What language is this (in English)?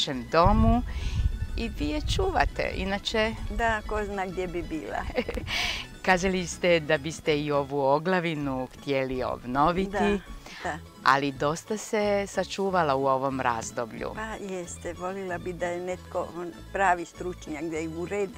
Croatian